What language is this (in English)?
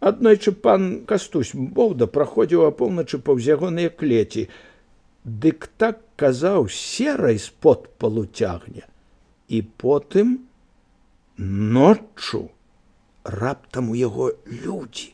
Belarusian